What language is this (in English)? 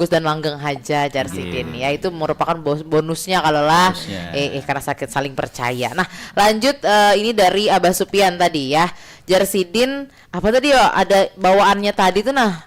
Banjar